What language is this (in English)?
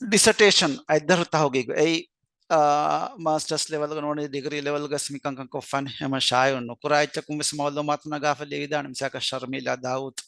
Divehi